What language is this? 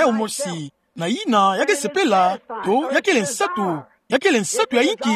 Kituba (Democratic Republic of Congo)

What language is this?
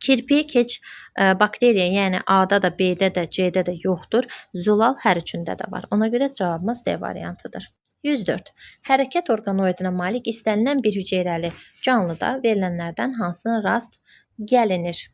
Azerbaijani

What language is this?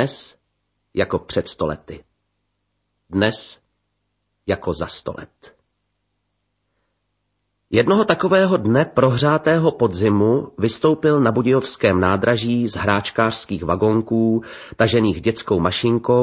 Czech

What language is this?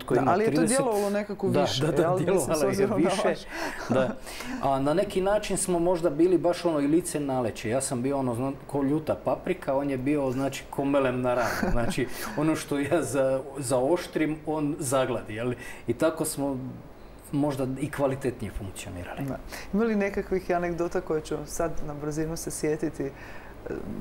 Croatian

